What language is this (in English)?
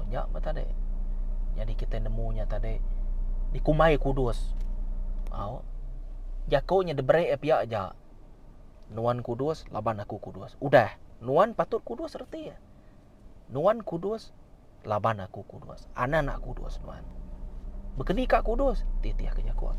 Iban